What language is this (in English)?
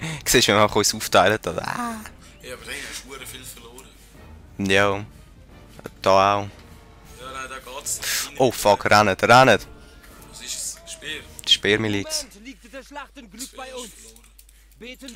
Swiss German